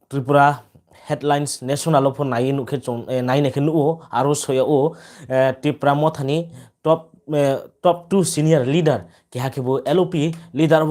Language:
Riang (India)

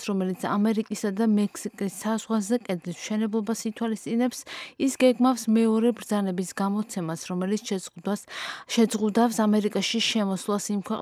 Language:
Georgian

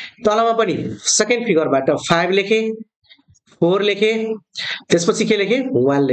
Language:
Nepali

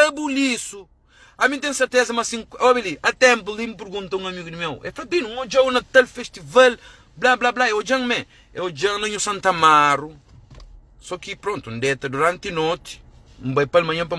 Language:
Kabuverdianu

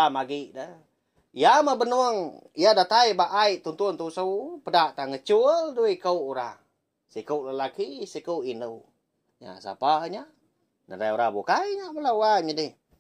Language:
Iban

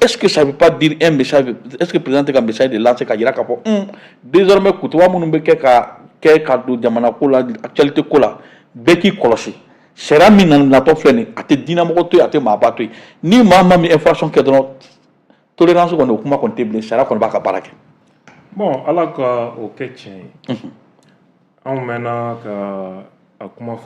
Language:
Bambara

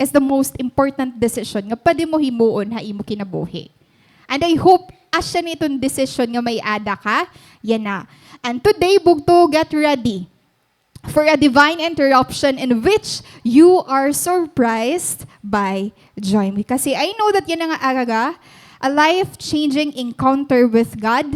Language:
Waray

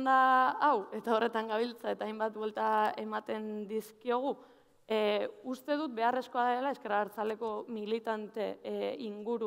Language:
Basque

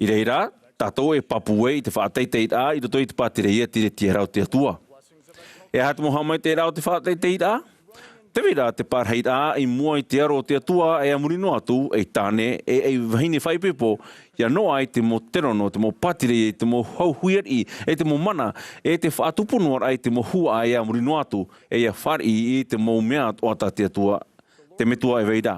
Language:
Tahitian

